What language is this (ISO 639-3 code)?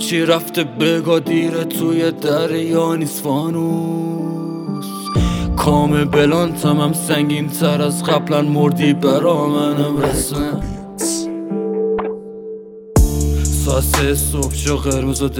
fas